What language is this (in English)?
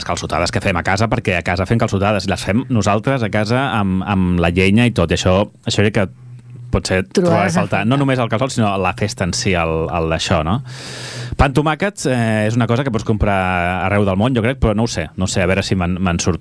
Catalan